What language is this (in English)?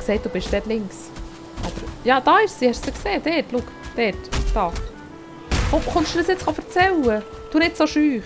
Swiss German